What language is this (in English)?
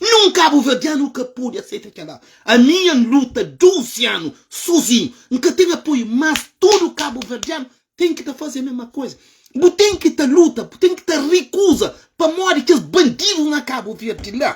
Kabuverdianu